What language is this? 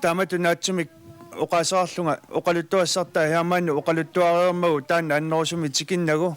Kalaallisut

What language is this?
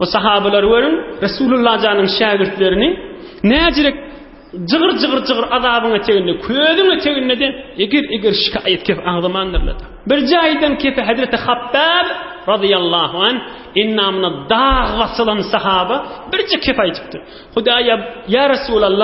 Turkmen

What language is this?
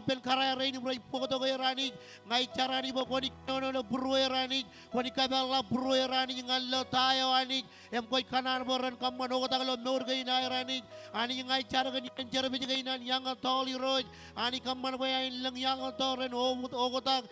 Marshallese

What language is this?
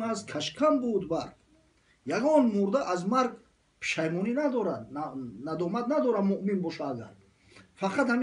Tajik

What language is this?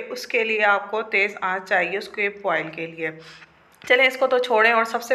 Hindi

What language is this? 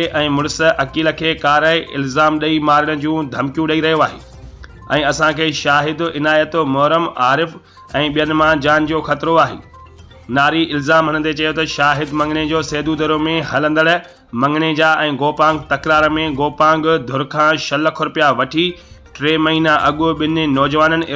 Sindhi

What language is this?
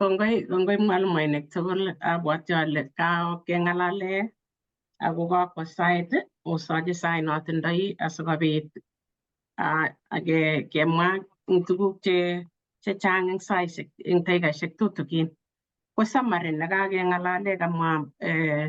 Kalenjin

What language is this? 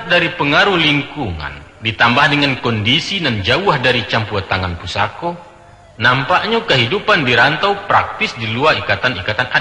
Minangkabau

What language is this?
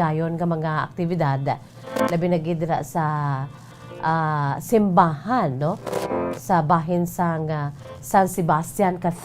Hiligaynon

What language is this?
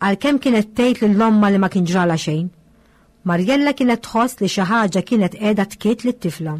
Maltese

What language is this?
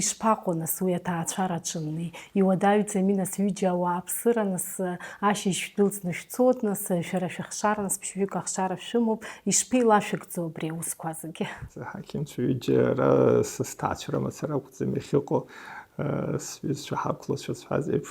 Abkhazian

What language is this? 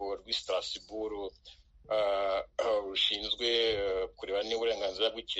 Kinyarwanda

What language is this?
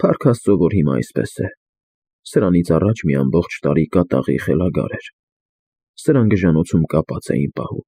Armenian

